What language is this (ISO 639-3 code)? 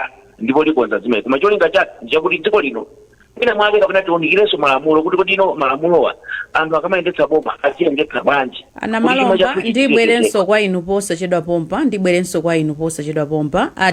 nya